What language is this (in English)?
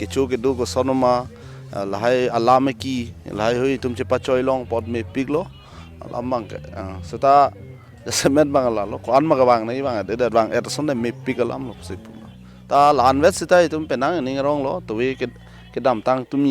Karbi